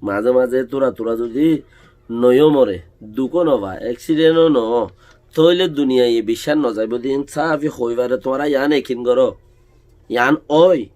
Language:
Rohingya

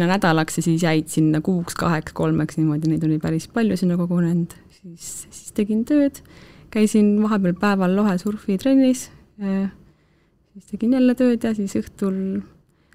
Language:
Estonian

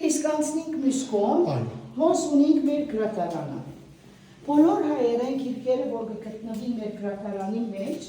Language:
Western Armenian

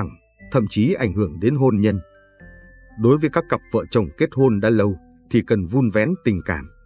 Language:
Vietnamese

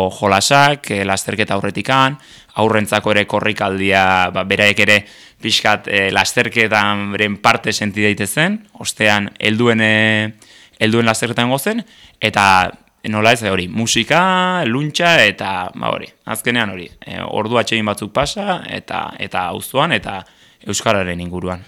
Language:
Basque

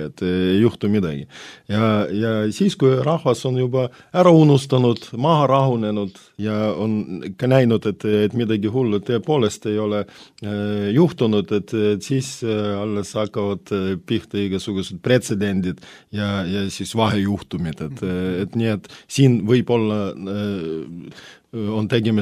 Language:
Estonian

